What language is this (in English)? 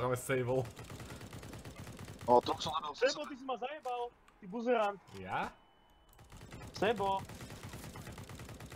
Slovak